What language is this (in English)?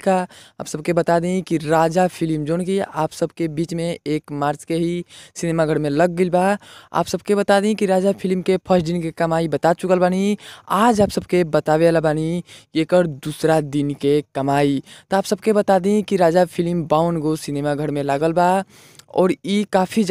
Bhojpuri